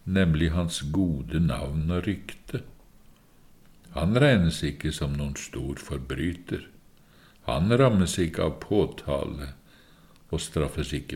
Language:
Norwegian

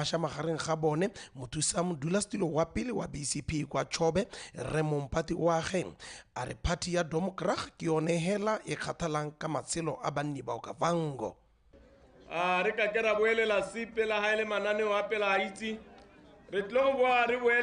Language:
Tswana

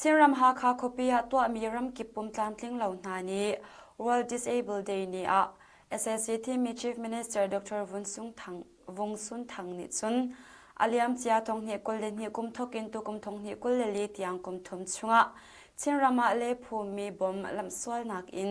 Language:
Hakha Chin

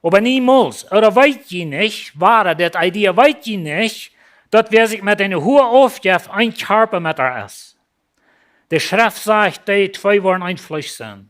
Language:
Plautdietsch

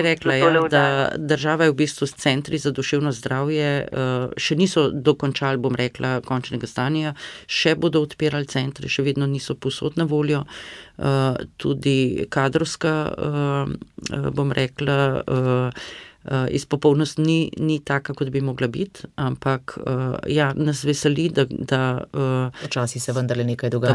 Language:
Slovenian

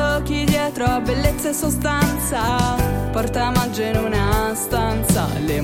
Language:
Italian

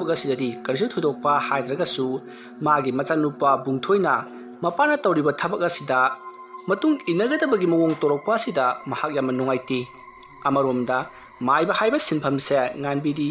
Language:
Manipuri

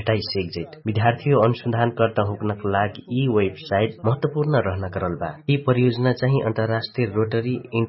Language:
Dangaura Tharu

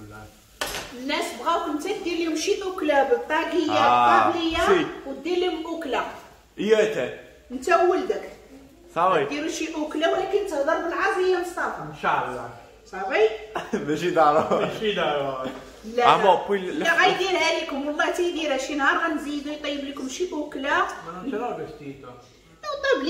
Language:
Moroccan Arabic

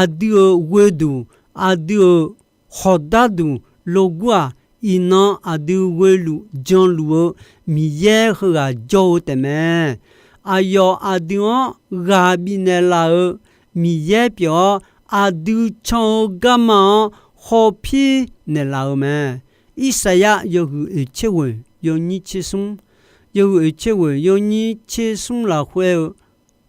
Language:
Akha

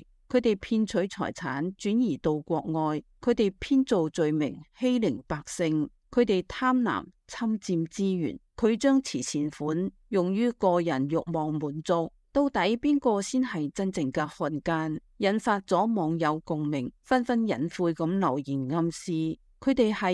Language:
Cantonese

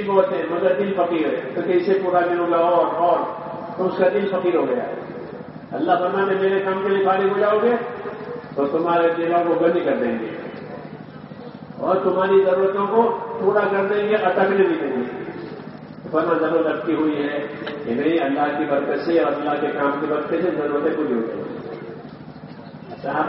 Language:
Urdu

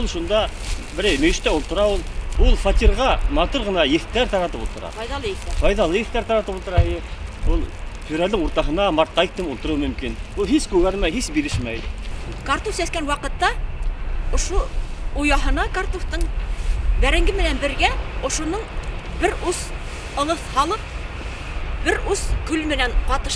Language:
Bashkir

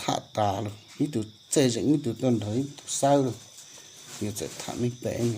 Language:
Hmong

